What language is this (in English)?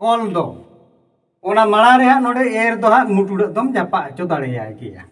Santali